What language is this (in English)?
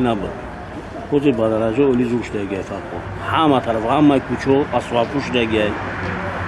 Tajik